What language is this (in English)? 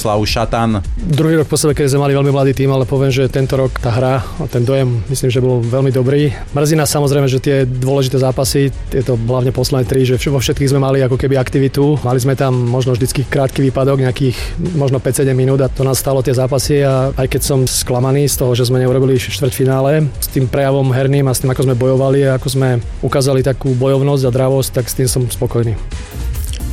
Slovak